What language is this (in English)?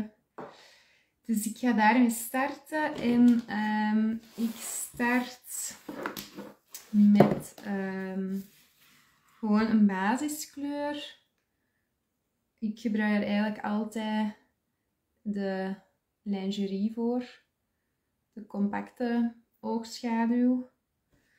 Dutch